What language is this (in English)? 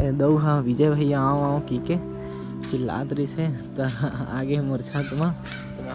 Chhattisgarhi